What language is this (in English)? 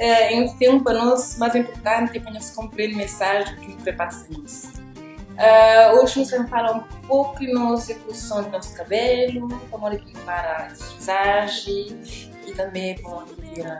Kabuverdianu